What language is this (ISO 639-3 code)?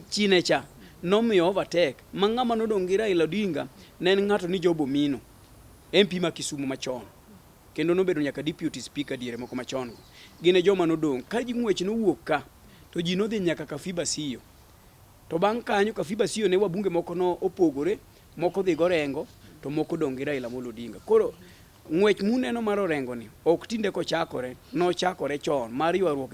luo